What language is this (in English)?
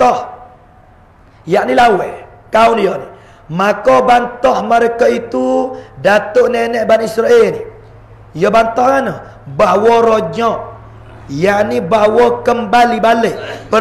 Pattani Malay